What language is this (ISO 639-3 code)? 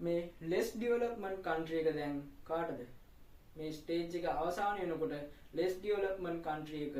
sin